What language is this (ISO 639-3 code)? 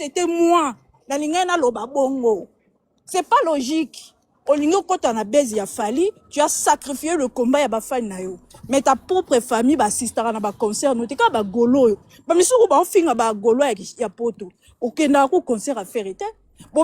lin